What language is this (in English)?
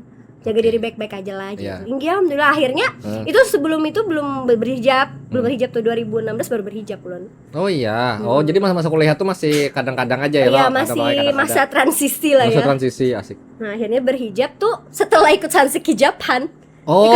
Banjar